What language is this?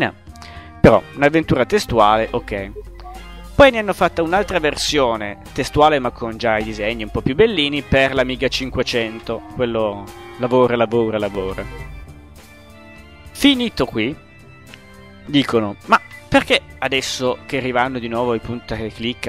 Italian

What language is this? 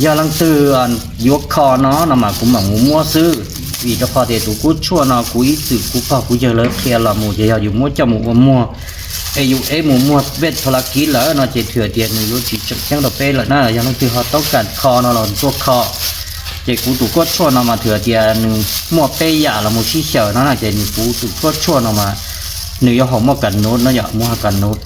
Hmong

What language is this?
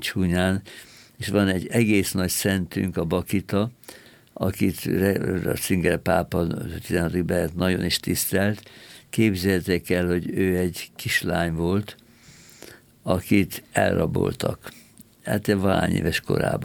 Hungarian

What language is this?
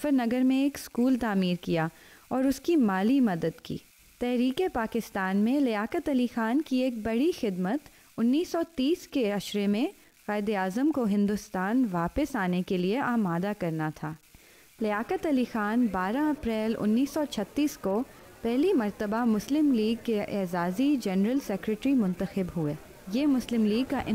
Urdu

